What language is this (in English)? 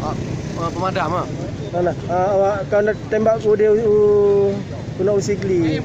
Achinese